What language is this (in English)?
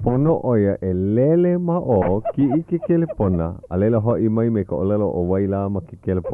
Hawaiian